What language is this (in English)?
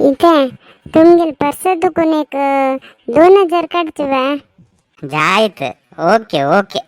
Konkani